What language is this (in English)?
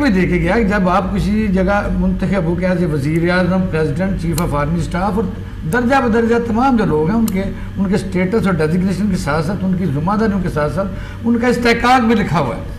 Urdu